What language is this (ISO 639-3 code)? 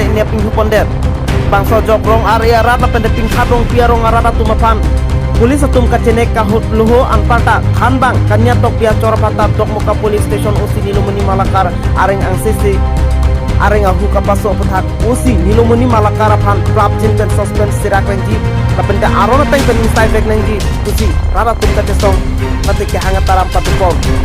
mjw